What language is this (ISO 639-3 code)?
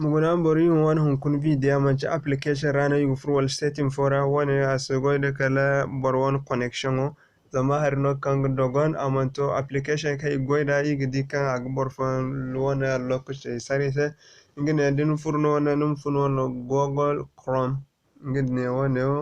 dje